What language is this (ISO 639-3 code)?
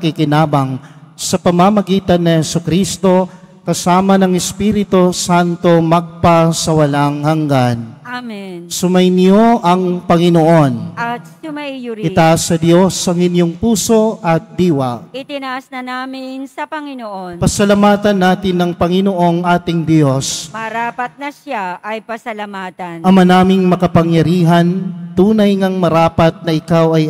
fil